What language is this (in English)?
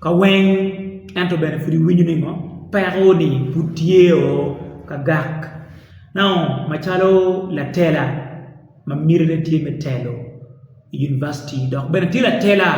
Acoli